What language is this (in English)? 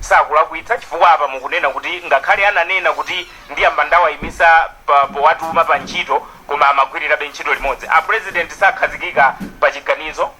Nyanja